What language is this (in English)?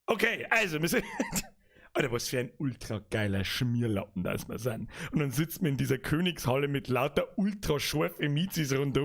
Bavarian